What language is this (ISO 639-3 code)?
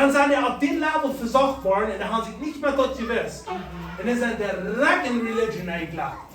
pdt